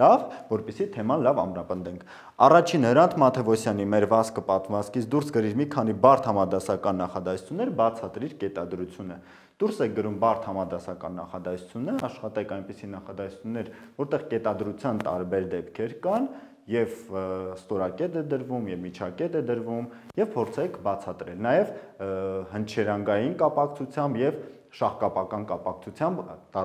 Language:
Armenian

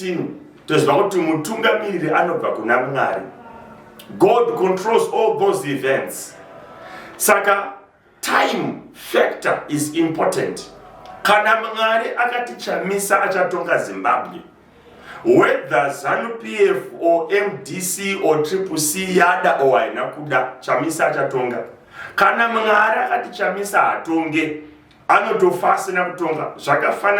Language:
Shona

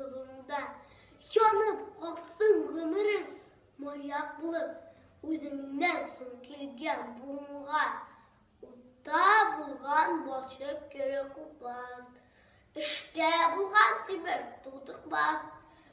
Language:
Tatar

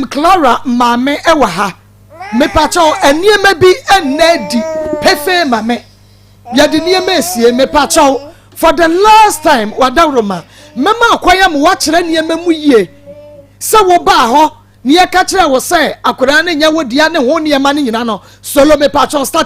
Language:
Akan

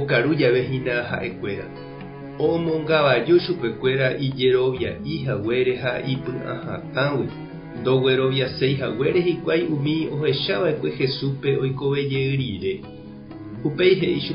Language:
Guarani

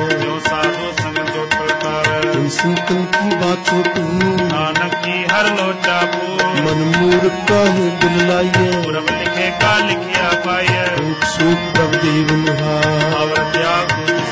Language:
Punjabi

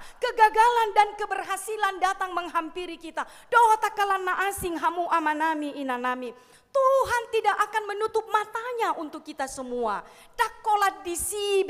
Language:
Batak Toba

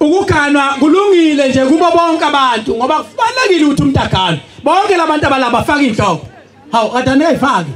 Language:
Zulu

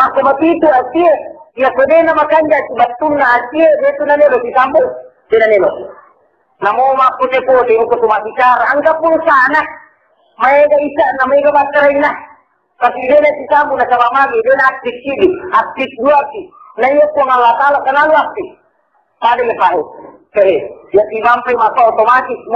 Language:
Buginese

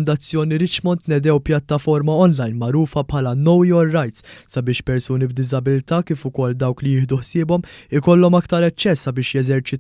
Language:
Maltese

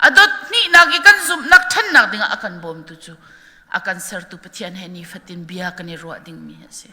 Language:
Hakha Chin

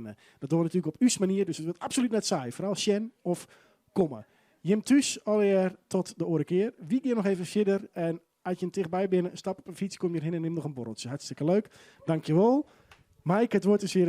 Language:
Western Frisian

